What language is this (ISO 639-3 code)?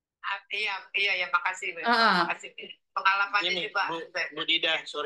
ind